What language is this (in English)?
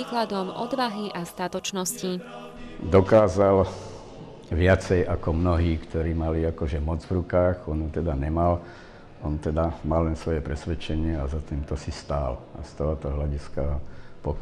Slovak